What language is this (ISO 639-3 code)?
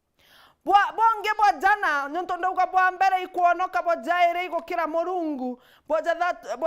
mer